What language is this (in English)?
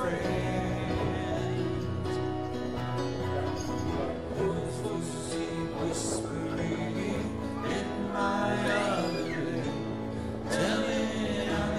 English